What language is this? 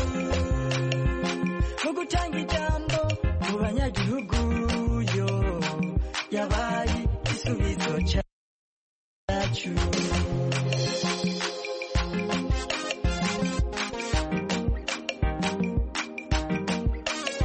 Kinyarwanda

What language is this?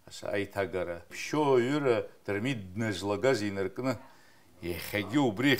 Abkhazian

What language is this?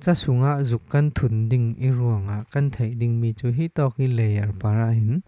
Falam Chin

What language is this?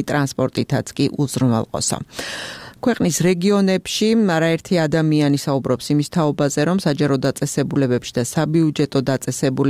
Georgian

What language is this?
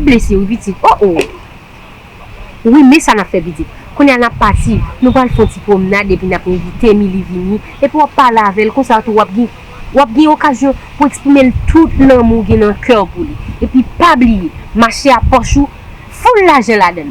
Haitian Creole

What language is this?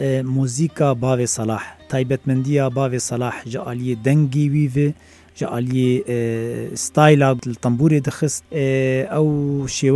Kurdish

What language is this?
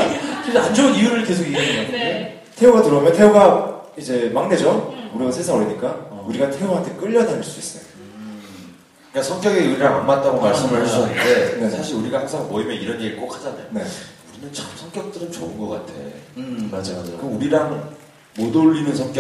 Korean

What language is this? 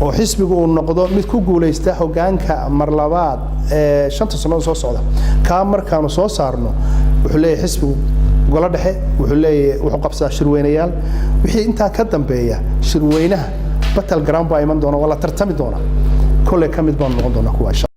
Somali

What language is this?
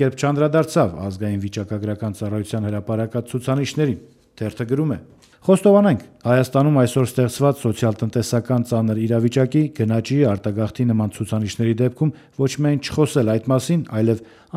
Armenian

